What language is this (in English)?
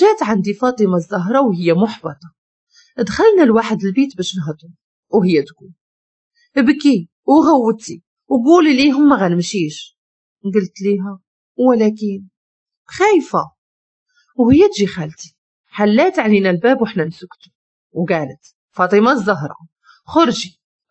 Moroccan Arabic